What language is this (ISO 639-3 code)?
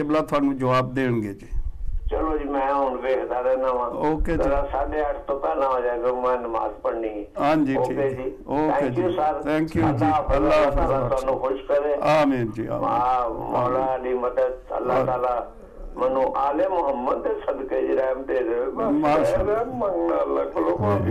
urd